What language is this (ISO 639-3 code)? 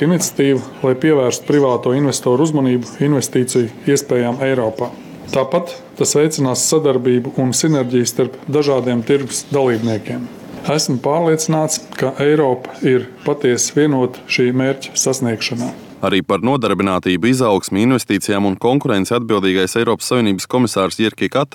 lav